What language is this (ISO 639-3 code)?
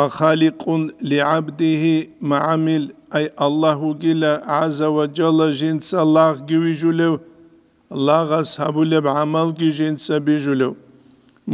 ava